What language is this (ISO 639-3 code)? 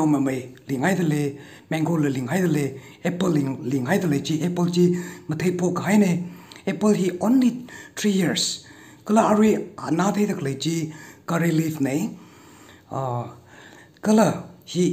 nmf